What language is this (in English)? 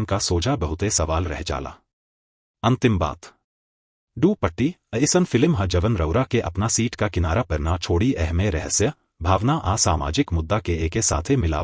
Bhojpuri